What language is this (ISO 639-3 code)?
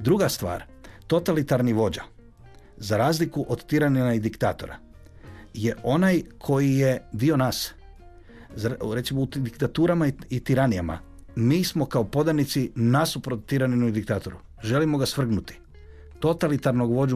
hrv